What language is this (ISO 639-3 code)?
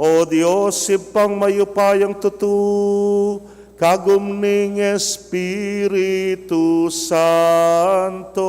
pam